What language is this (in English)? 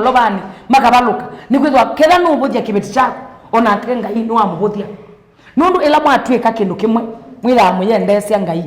Kamba